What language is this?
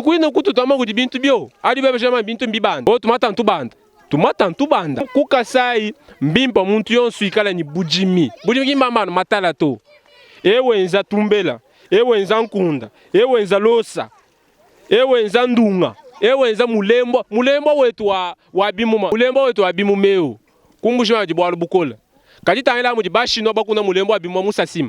Luba-Lulua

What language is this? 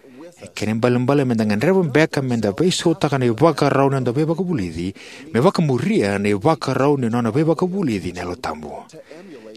Fijian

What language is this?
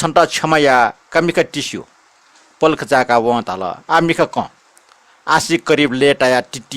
Newari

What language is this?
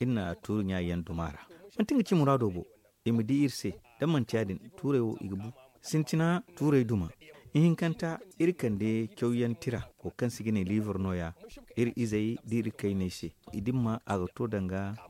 Zarma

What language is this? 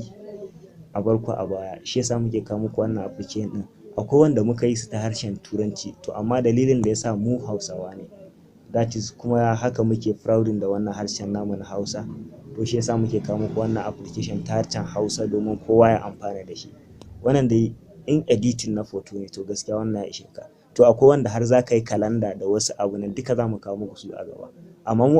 Hausa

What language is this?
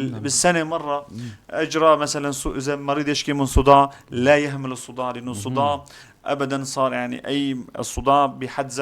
North Levantine Arabic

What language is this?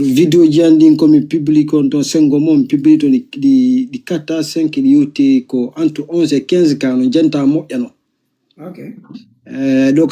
Fula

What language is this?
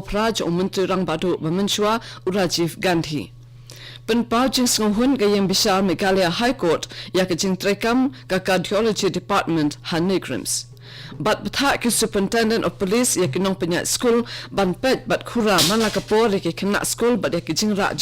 Khasi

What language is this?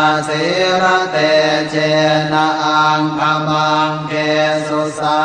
Pali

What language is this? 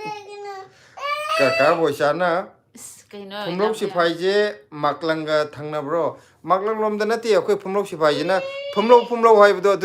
Manipuri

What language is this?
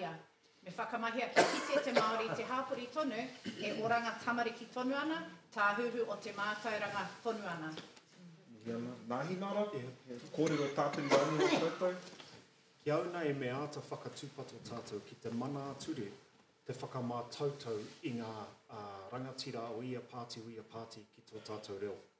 Māori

